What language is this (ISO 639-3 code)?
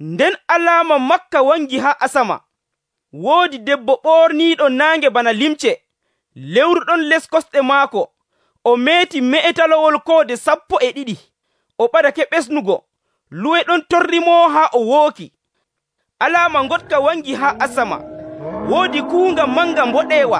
fuv